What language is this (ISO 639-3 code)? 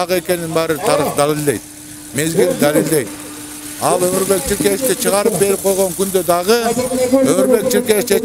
kir